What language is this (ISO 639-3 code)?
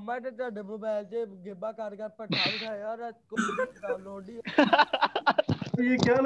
hin